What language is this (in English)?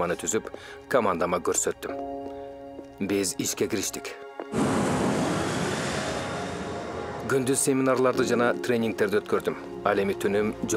Kyrgyz